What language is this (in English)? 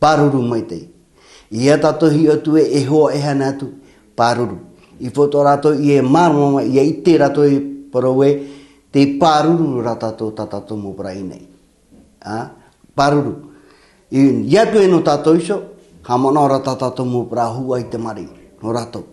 Tahitian